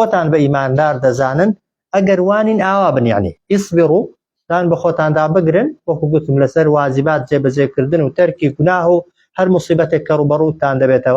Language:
Central Kurdish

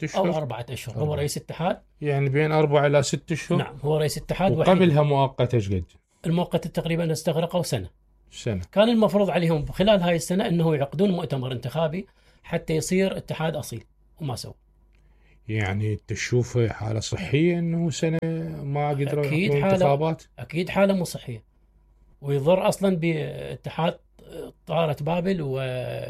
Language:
Mesopotamian Arabic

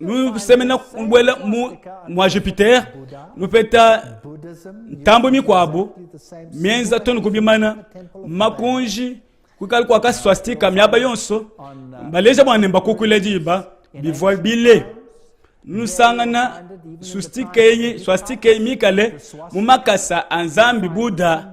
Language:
Luba-Lulua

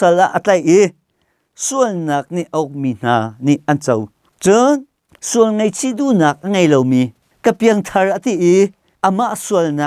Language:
Hakha Chin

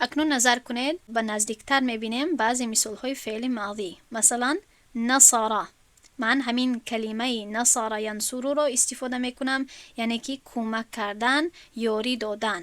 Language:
Tajik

